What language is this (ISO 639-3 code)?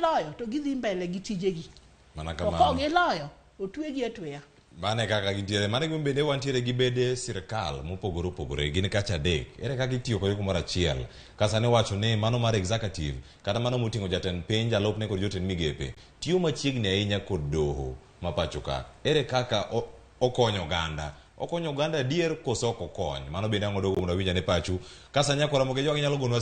luo